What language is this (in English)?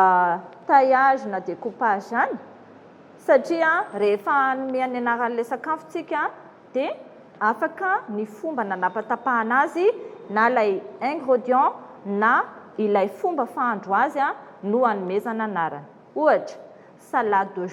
Malagasy